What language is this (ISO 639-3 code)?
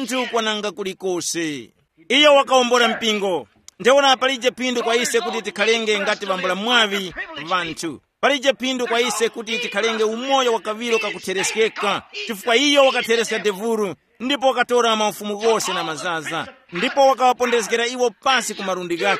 tum